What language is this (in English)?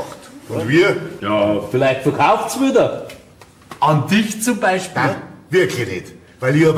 Bavarian